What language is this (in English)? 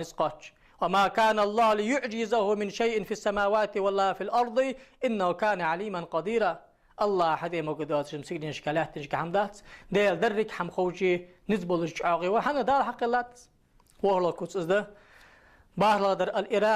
Ingush